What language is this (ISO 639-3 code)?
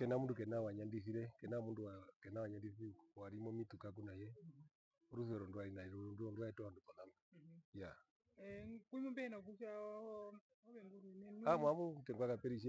her